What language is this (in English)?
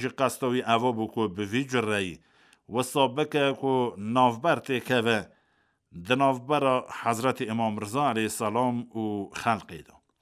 Kurdish